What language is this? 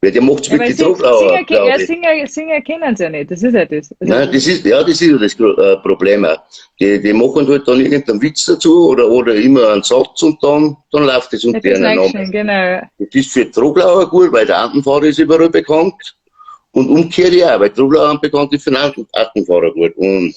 Bavarian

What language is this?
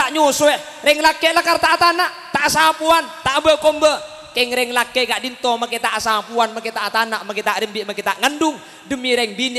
Madurese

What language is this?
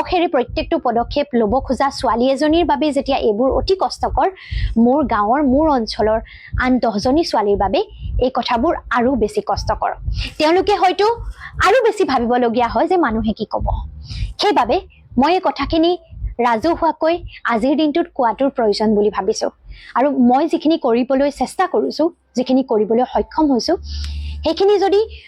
Assamese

